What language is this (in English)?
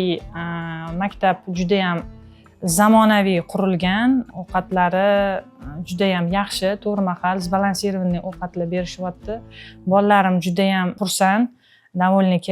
Uzbek